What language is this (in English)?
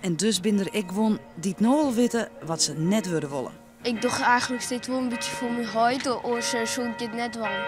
Western Frisian